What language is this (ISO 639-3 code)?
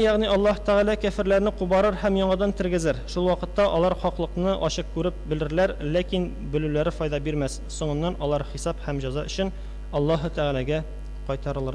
tat